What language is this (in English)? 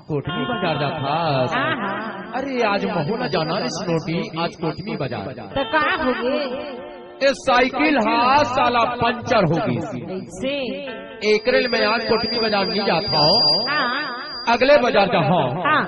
Chhattisgarhi